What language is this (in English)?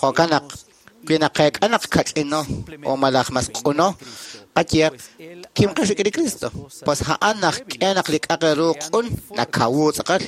Kekchí